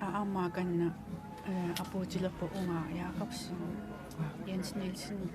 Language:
Kalaallisut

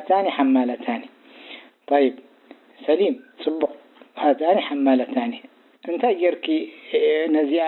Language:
Tigrinya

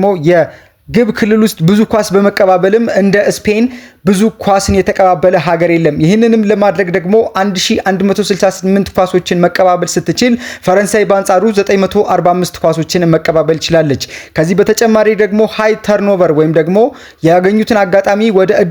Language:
Amharic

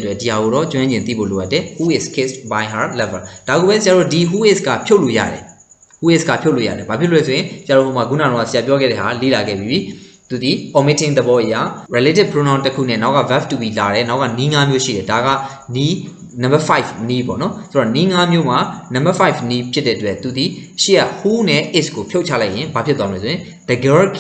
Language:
Burmese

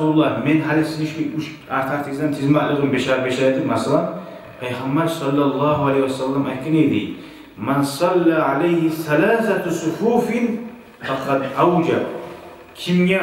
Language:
Kumyk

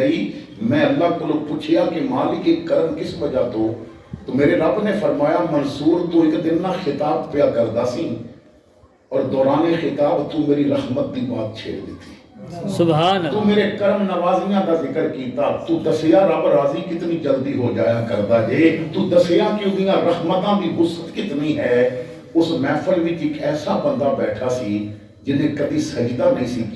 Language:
Western Panjabi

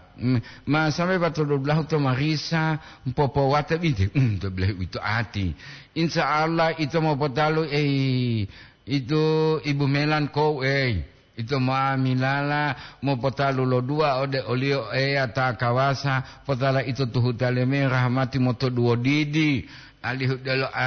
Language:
Gorontalo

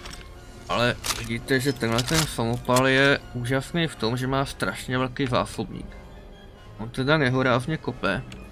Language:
Czech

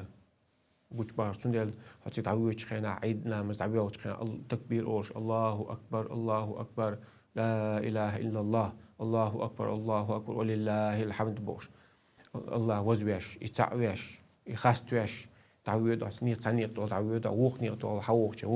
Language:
Chechen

